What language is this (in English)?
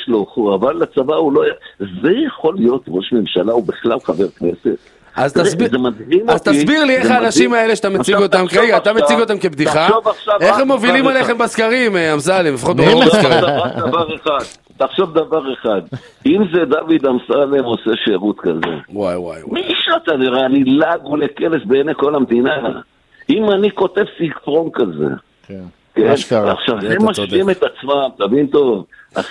Hebrew